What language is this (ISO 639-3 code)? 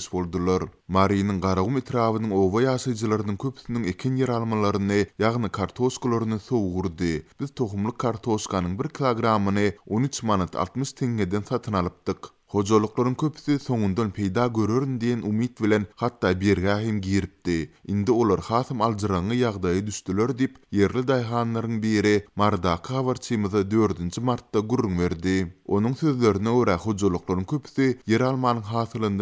tuk